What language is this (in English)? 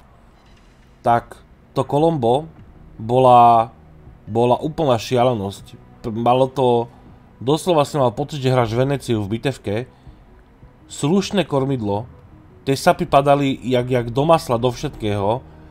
Slovak